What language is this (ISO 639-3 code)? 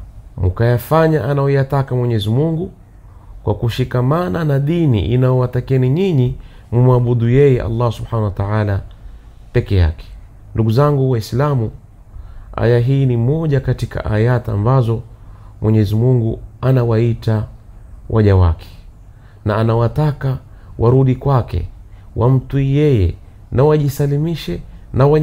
swa